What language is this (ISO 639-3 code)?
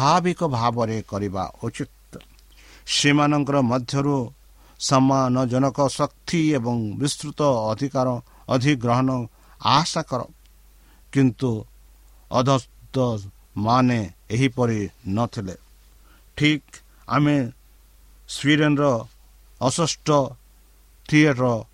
ori